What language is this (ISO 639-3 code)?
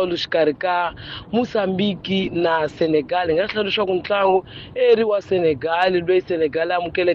tso